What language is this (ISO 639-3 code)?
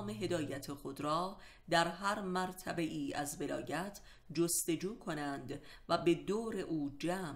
fas